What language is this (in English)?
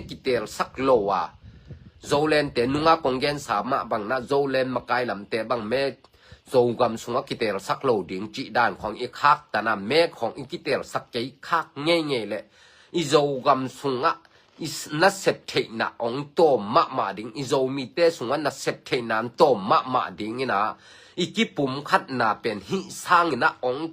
Tedim Chin